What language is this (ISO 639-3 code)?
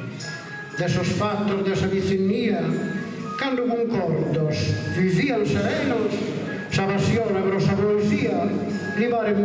srd